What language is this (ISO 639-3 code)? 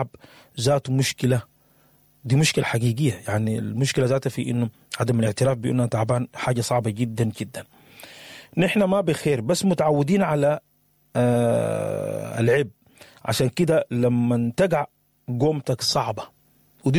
apd